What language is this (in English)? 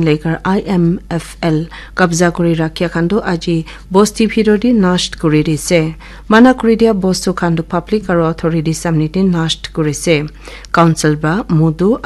Naga Pidgin